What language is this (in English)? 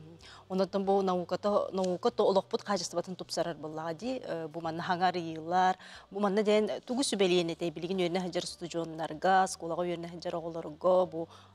Yakut